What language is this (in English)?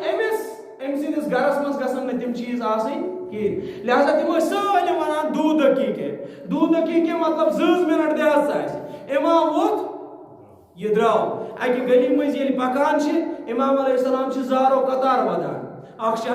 Kashmiri